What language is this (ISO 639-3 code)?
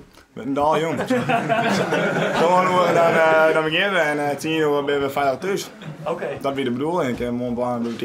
fry